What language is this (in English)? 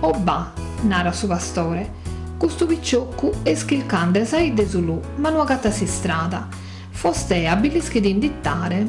Sardinian